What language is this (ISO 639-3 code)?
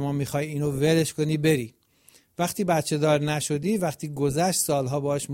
fas